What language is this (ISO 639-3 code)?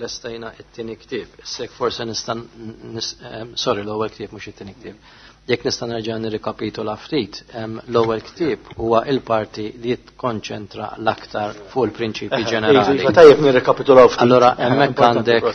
mlt